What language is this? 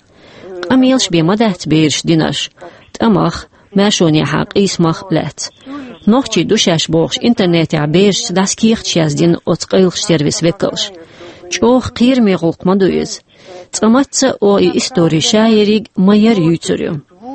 Chechen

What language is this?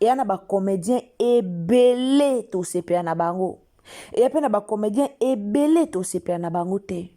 Lingala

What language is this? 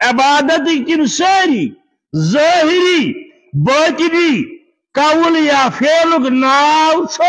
Kashmiri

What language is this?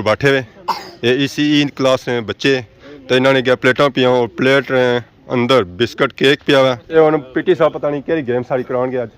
Pahari-Potwari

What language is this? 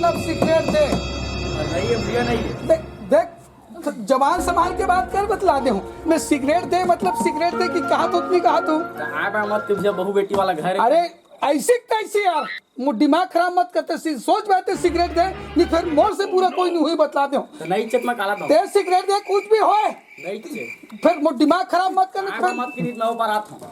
Chhattisgarhi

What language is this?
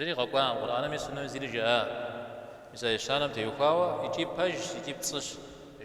Kabardian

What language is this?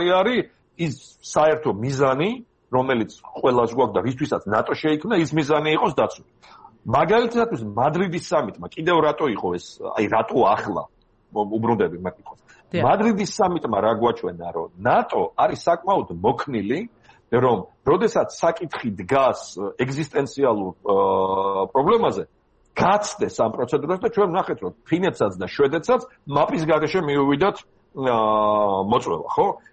Georgian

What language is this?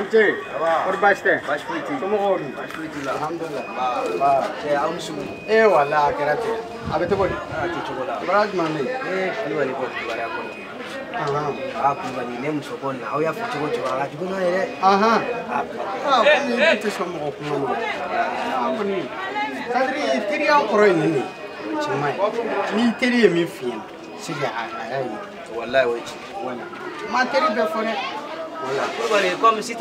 Bambara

